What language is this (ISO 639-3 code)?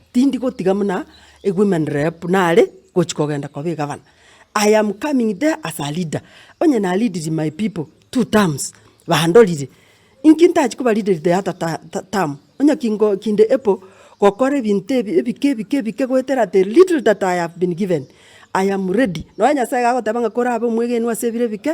guz